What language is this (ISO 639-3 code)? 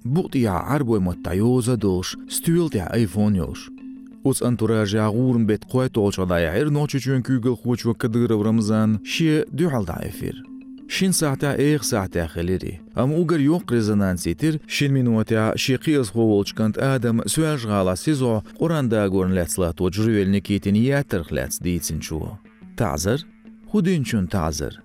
che